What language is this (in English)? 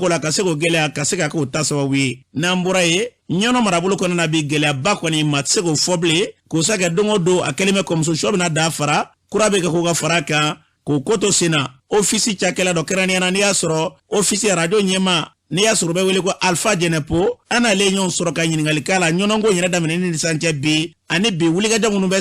Bambara